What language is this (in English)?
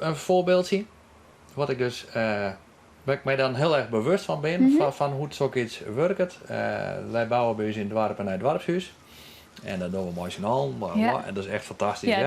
Western Frisian